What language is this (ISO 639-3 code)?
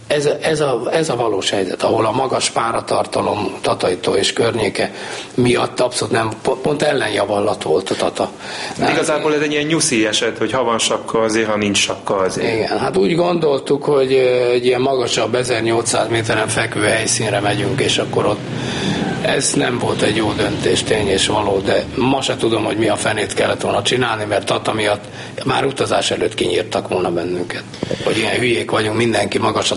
hun